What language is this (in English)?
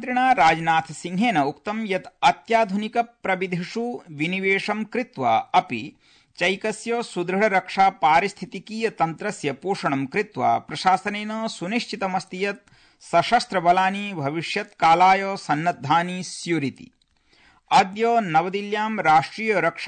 Sanskrit